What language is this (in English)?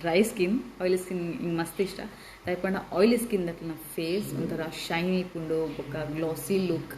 Tulu